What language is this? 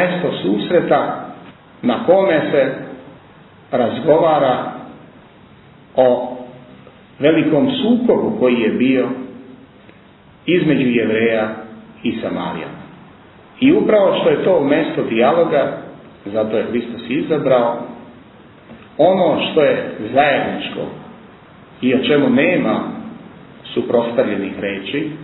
Serbian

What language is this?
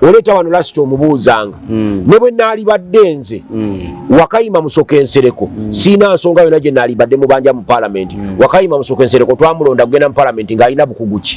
Ganda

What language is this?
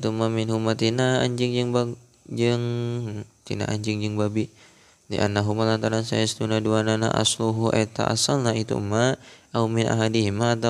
Sundanese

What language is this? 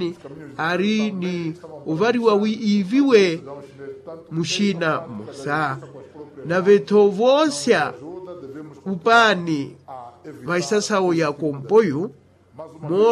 Makhuwa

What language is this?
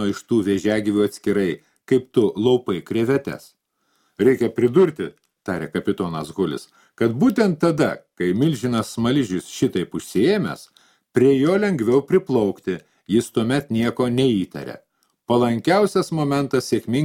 Lithuanian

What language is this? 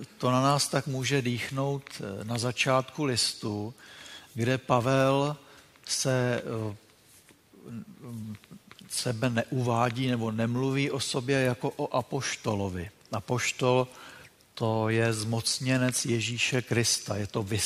Czech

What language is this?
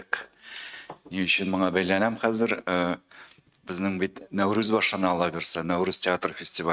Tatar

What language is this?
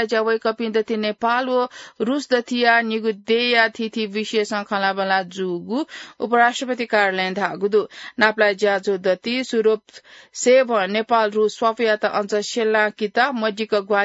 Newari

